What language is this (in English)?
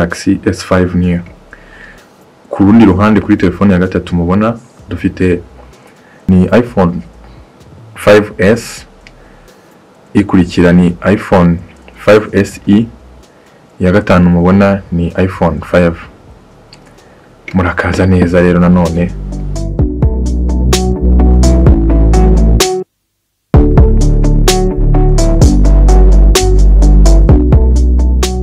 Kinyarwanda